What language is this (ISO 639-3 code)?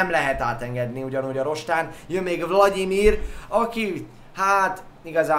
hun